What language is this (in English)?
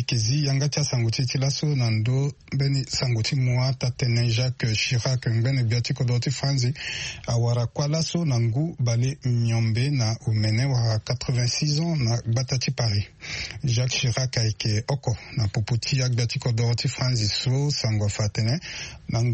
Sango